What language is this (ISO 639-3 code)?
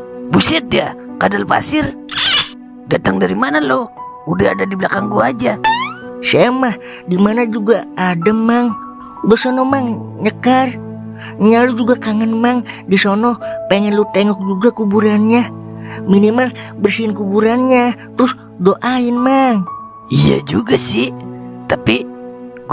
bew